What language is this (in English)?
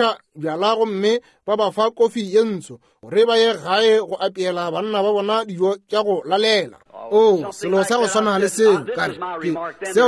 Northern Sotho